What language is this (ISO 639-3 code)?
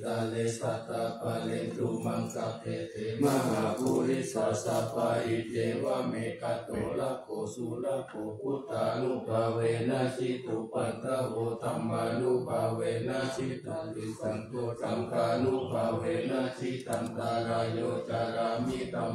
pli